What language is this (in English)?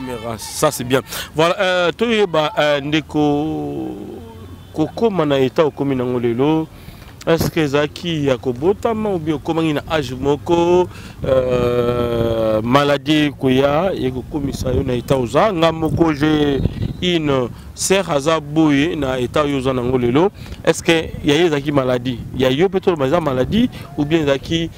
Lingala